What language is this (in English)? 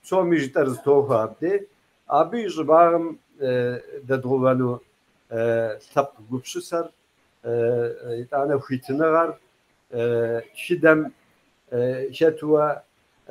Kabardian